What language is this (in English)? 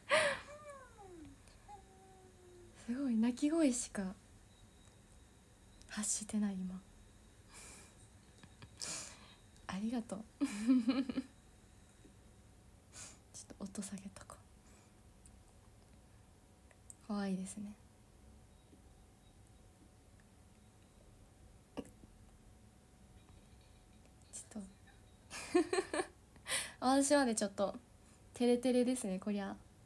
Japanese